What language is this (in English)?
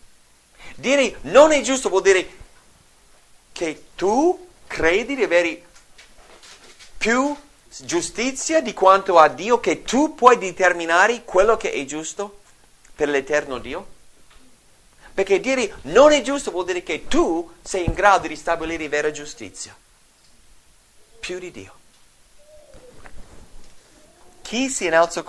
Italian